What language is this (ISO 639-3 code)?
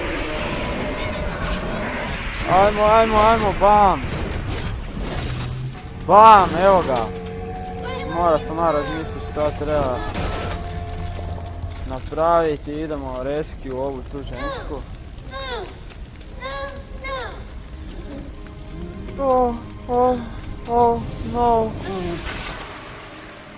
hrv